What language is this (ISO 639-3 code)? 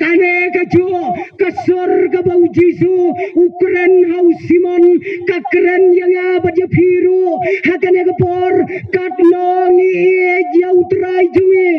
kha